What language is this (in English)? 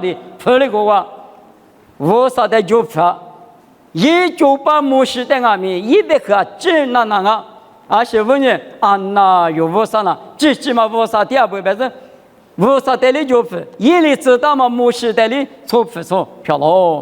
Lisu